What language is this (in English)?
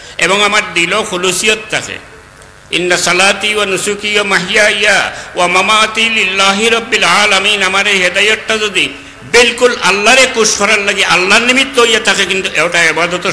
Sylheti